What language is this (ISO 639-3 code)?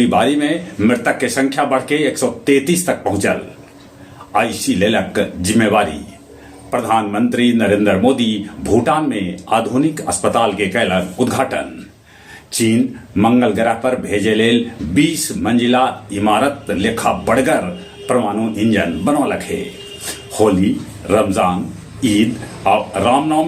mag